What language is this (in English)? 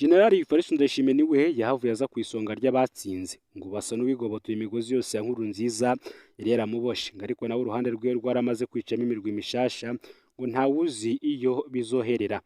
Rundi